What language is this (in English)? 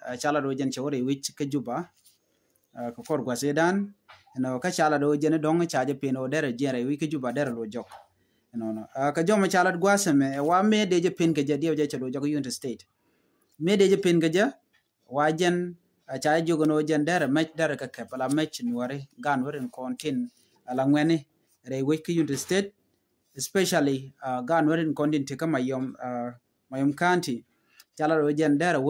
Nuer